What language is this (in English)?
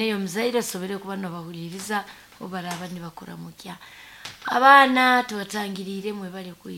Nyoro